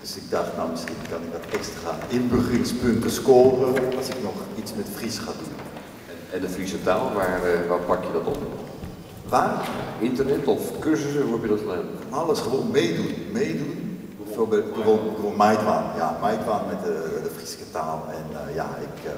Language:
Western Frisian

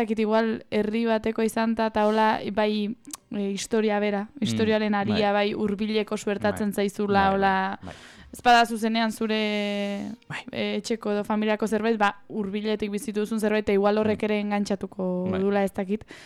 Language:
Basque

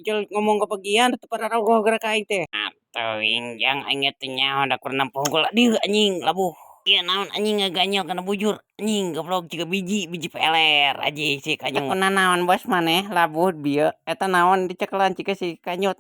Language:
Sundanese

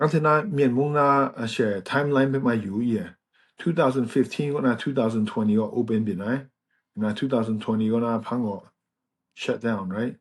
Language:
Kachin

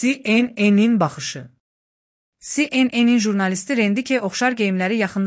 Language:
Azerbaijani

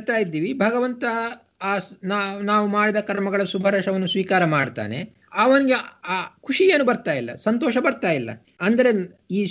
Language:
Kannada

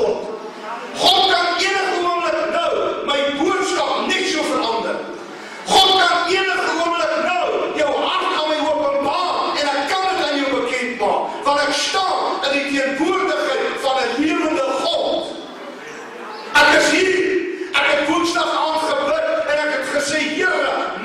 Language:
Afrikaans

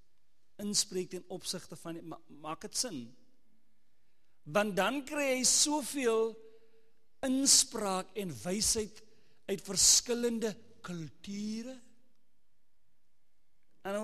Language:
Afrikaans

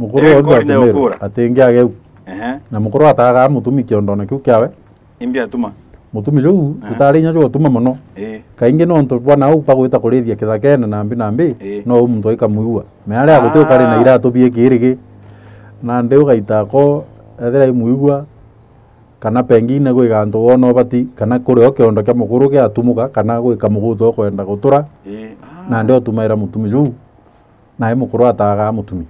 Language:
Meru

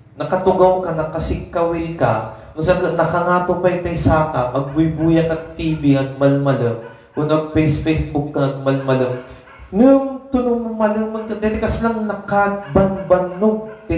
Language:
Iloko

